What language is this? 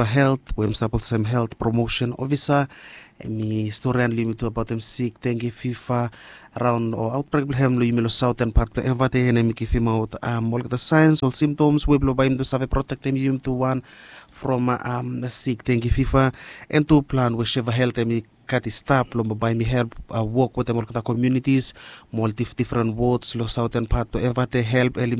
Bislama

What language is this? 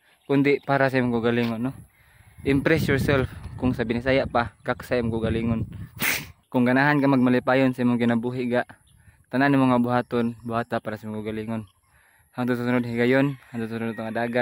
Cebuano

